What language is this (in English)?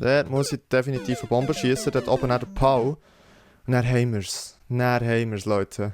Swiss German